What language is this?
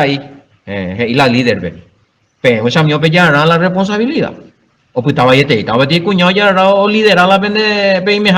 Guarani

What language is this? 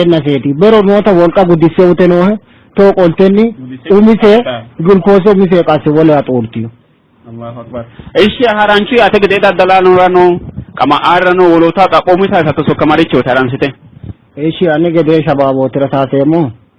Sidamo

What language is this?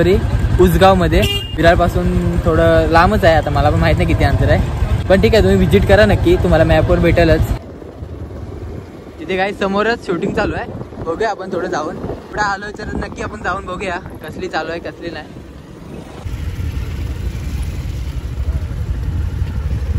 Marathi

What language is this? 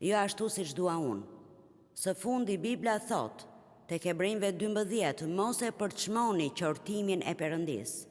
Albanian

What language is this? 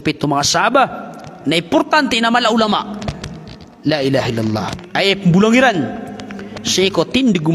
Maranao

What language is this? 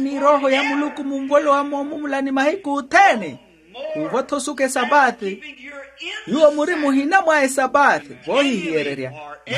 Makhuwa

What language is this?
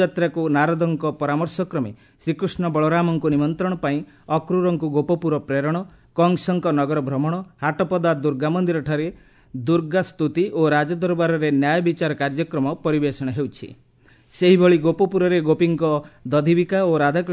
Odia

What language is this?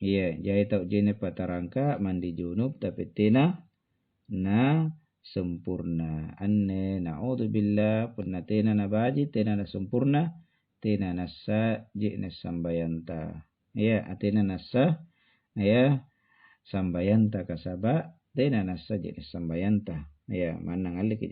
Makasar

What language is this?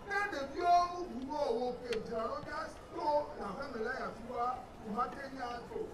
Ewe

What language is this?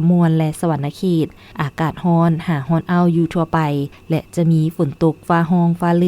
Lao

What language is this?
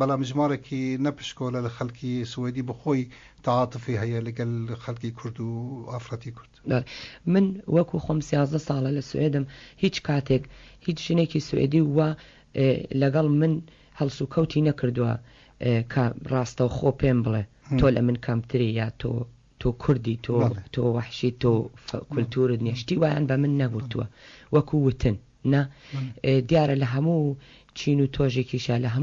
Central Kurdish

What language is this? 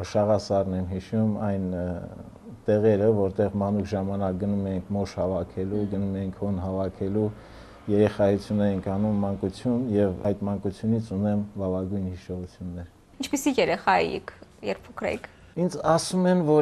Armenian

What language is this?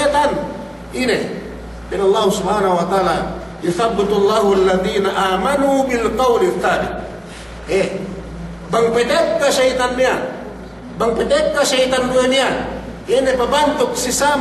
Yakan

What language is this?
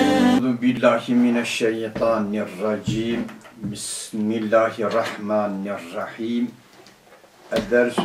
Turkish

